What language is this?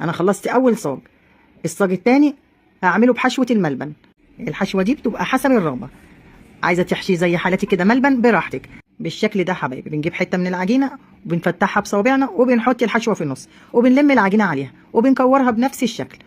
Egyptian Arabic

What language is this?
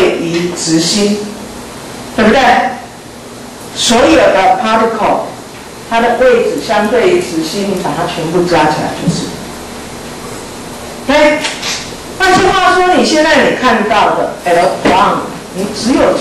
Chinese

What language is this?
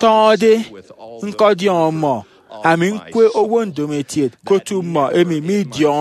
Efik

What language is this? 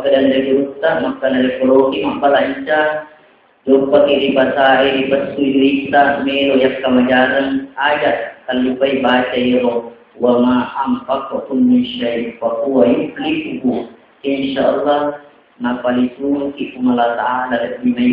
Buginese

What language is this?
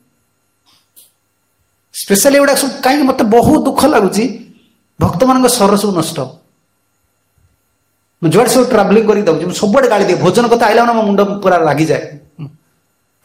Odia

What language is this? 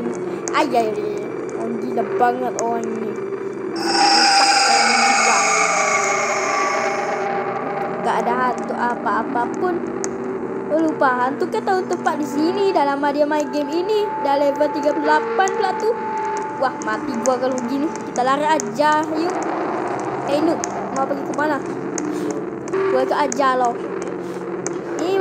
Malay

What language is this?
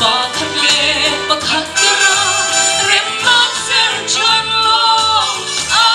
Hakha Chin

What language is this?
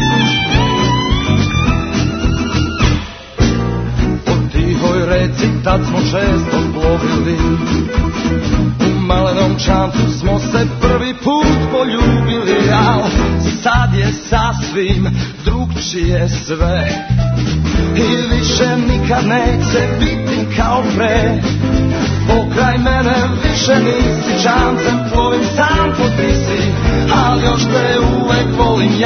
Serbian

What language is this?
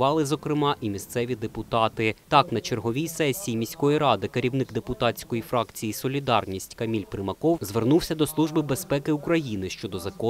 Ukrainian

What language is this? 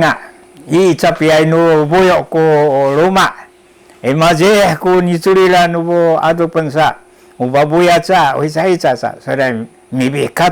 Sakizaya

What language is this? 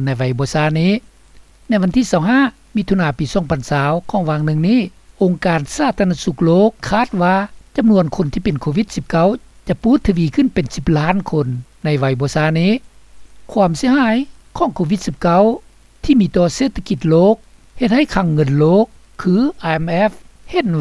Lao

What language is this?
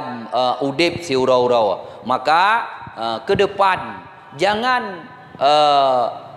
Achinese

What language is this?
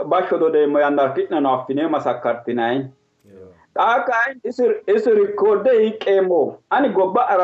Sidamo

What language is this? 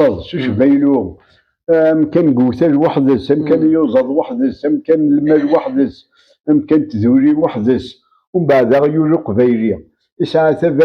Kabyle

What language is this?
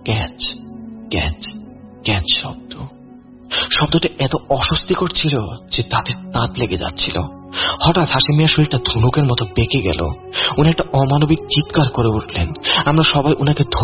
Bangla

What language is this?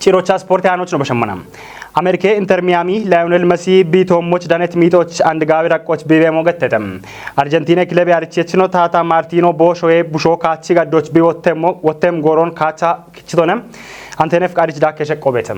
Kafa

